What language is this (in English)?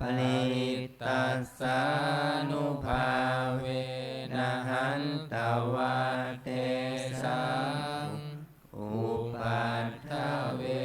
Pali